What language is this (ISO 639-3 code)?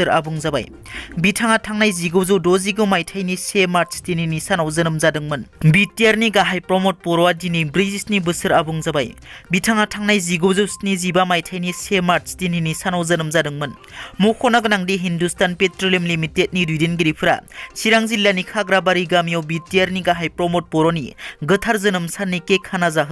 brx